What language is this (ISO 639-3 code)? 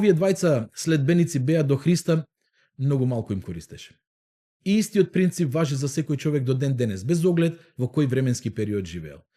mkd